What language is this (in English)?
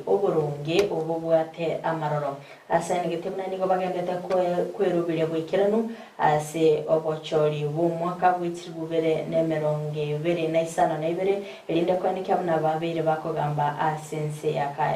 Gusii